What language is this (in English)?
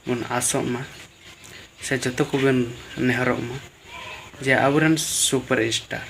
Santali